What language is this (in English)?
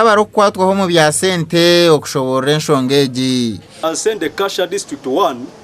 Nyankole